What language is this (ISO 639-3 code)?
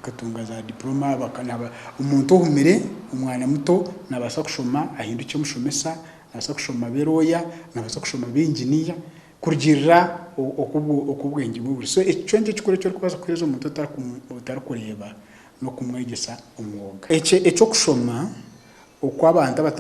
nyn